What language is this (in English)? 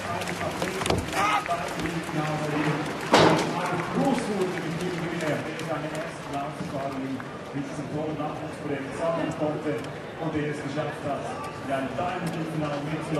German